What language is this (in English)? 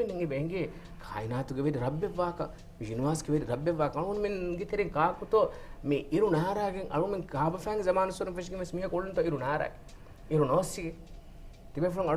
Divehi